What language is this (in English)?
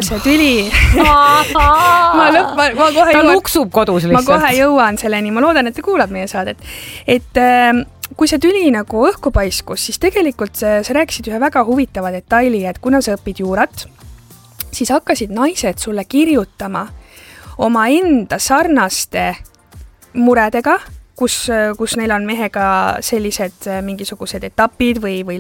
Estonian